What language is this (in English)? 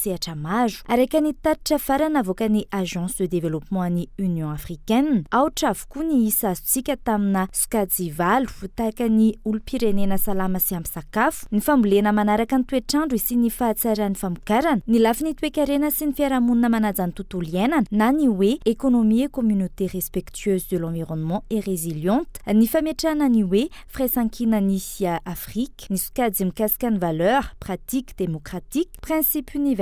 Malagasy